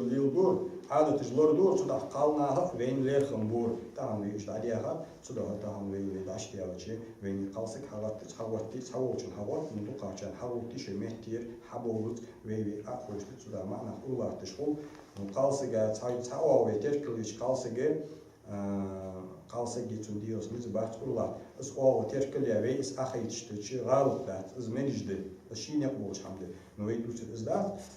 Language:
Ingush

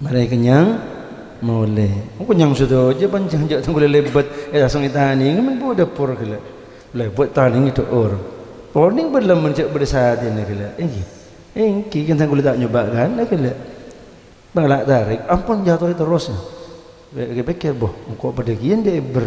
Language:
Madurese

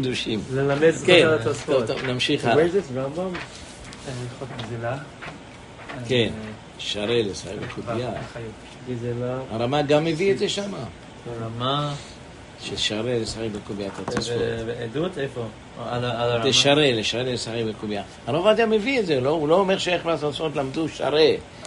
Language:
Hebrew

